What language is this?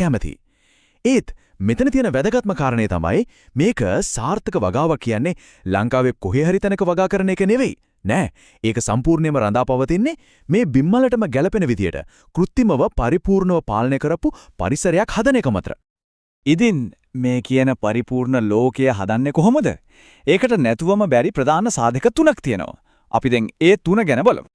Sinhala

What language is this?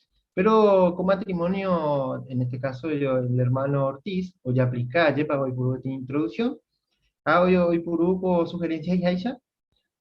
Guarani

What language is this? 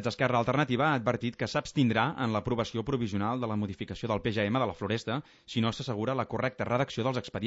Catalan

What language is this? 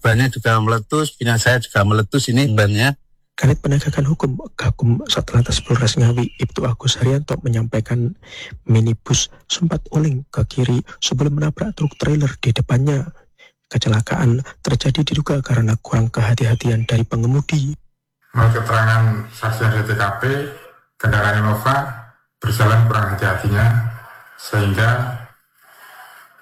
Indonesian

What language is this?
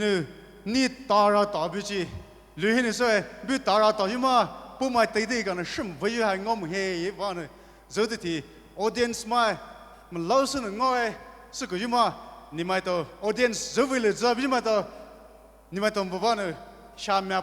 Poumei Naga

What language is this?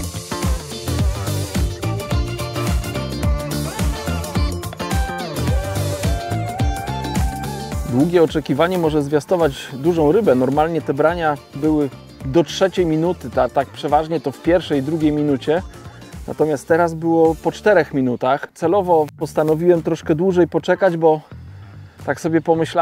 Polish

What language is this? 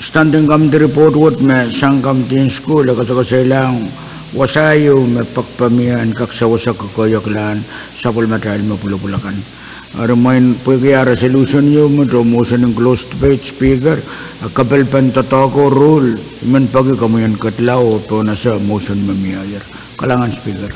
Pohnpeian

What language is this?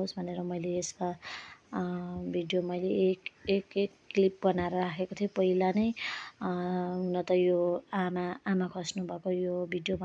Nepali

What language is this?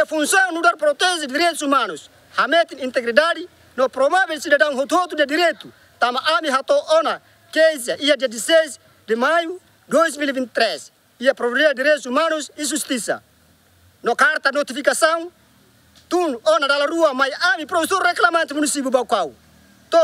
Tetum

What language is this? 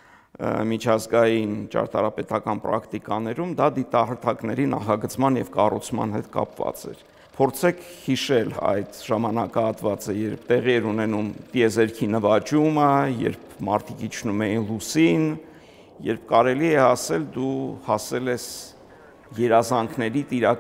Armenian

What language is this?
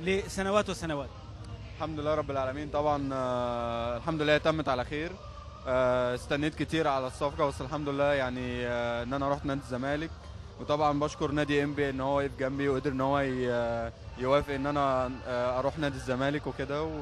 Egyptian Arabic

